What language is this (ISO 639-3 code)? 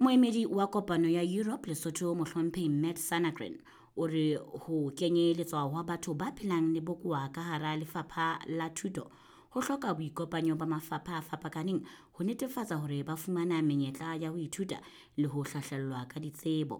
sot